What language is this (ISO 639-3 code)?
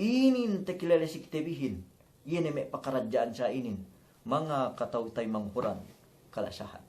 yka